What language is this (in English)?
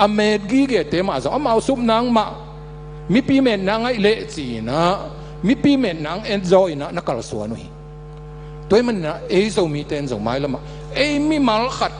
Tedim Chin